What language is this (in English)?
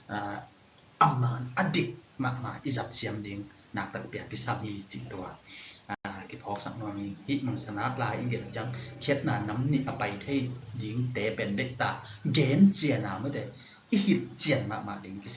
Tedim Chin